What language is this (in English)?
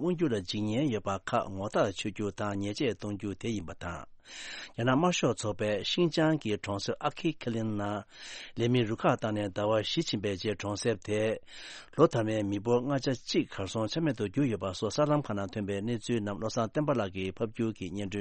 Tibetan